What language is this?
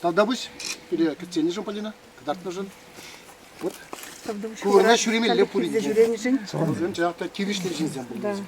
Chuvash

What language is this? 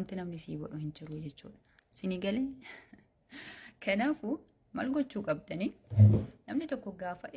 Oromo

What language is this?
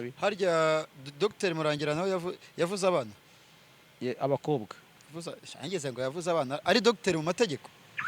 Kinyarwanda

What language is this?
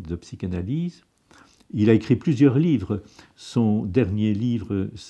French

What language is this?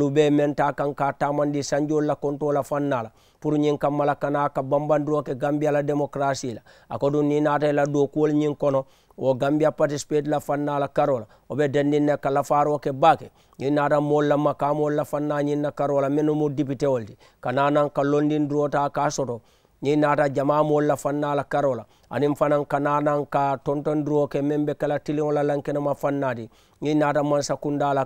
Mandingo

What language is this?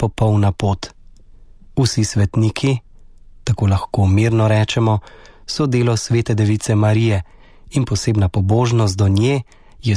Slovenian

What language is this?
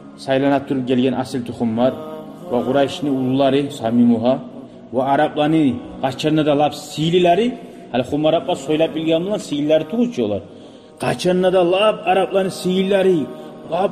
Kumyk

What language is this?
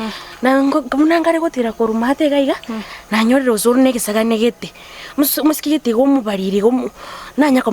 Gusii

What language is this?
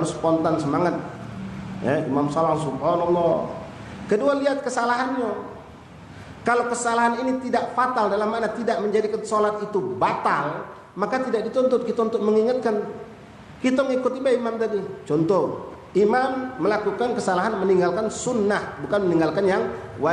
Musi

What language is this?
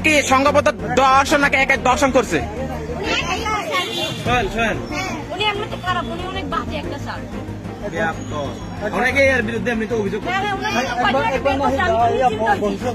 Bangla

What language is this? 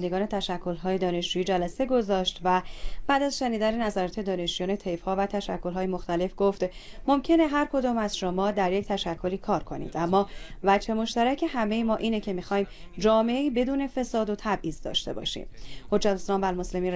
Persian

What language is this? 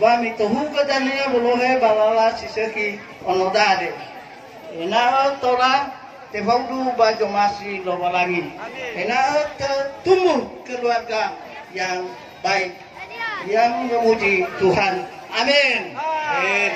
Nias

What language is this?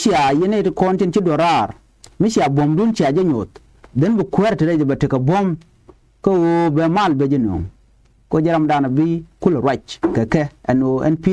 Nuer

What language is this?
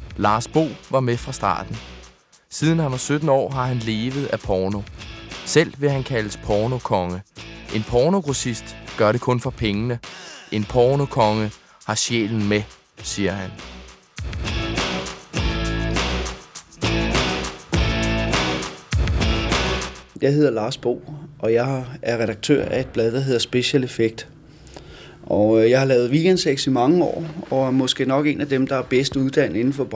Danish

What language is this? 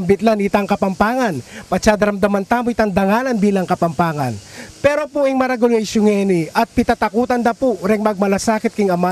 Pampanga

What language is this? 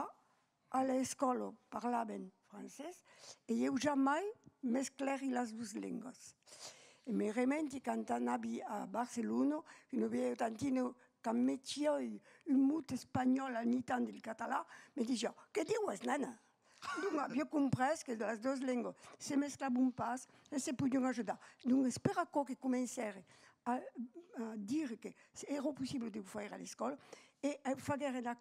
Occitan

